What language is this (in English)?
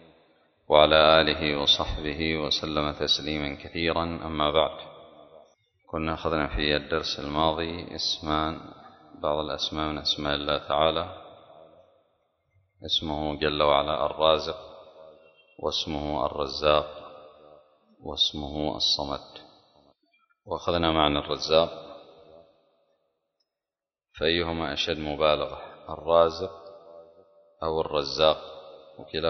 Arabic